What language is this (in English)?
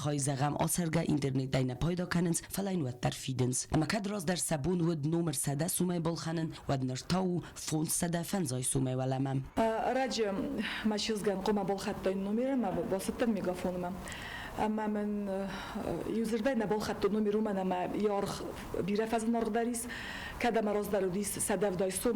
Ossetic